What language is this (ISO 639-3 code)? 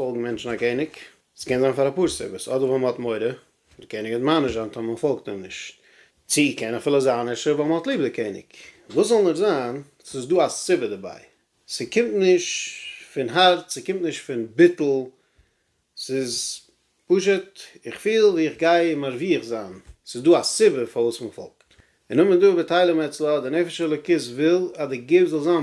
yid